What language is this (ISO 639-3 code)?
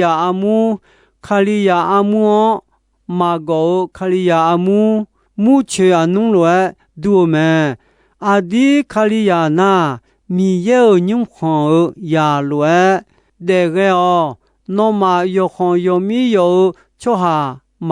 ahk